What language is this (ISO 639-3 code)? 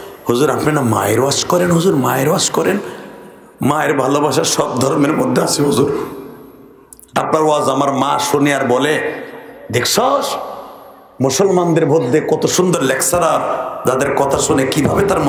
ben